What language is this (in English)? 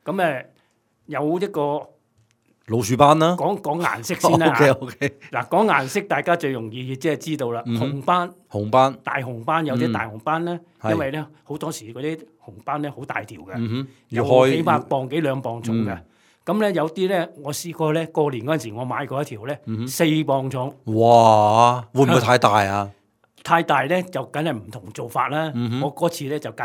Cantonese